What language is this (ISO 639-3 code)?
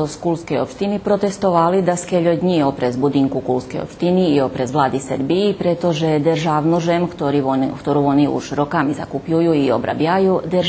rue